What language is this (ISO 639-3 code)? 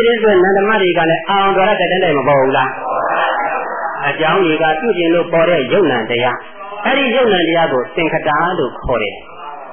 mya